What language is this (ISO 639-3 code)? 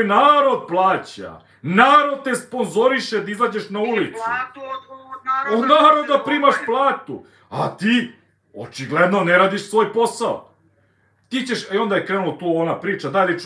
srp